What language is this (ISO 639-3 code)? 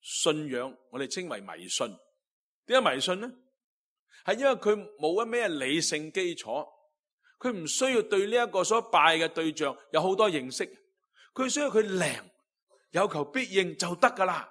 yue